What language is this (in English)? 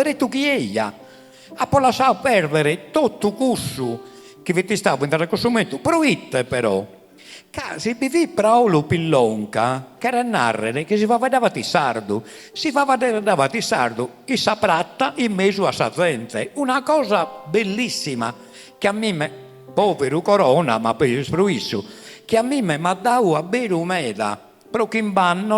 Sardinian